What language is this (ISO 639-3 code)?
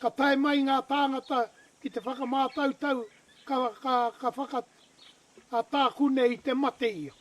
mri